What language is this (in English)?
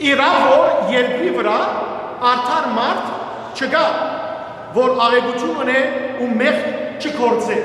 Western Armenian